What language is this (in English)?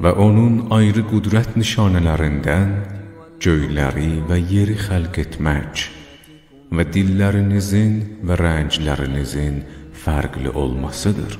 South Azerbaijani